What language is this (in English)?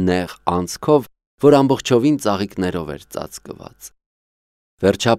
Armenian